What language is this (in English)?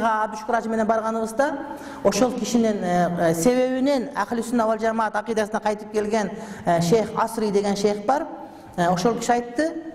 Kyrgyz